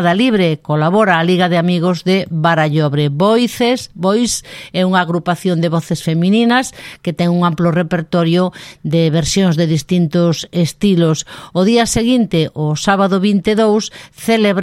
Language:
Galician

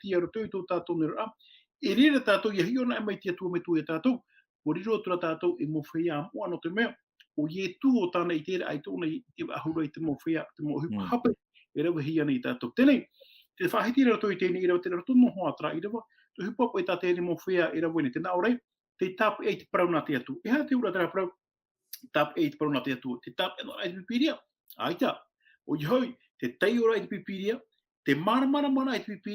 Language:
Tahitian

